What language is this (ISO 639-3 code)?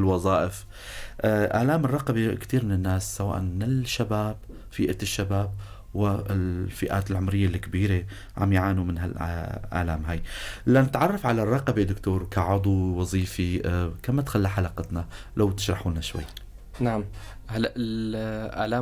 apc